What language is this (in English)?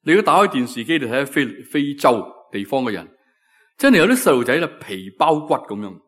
Cantonese